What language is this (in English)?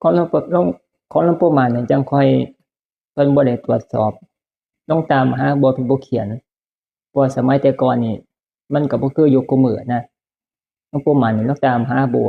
Northeastern Thai